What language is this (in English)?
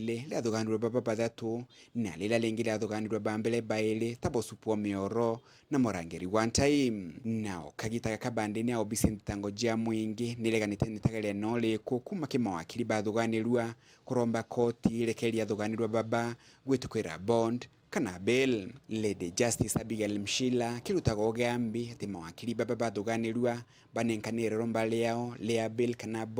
Meru